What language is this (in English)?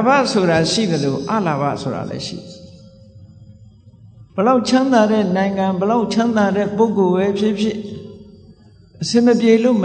Burmese